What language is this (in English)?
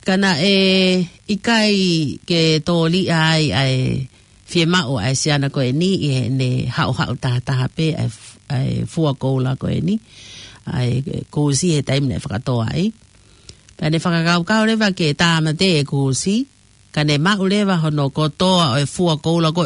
Tongan